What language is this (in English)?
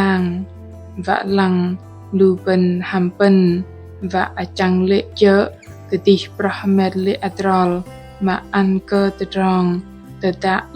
Bahnar